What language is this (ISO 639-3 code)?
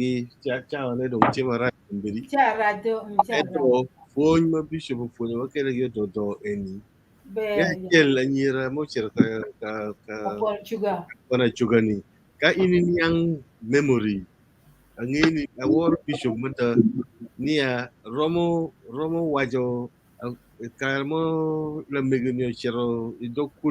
ach